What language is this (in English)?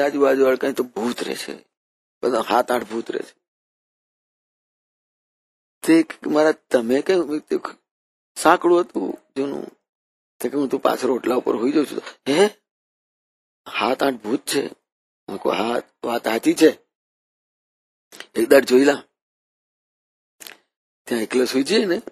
Gujarati